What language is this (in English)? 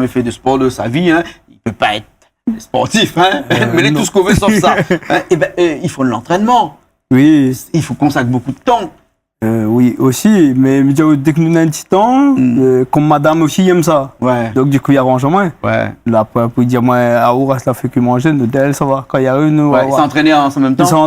Réunion Creole French